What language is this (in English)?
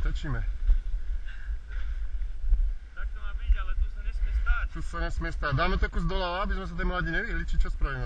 Slovak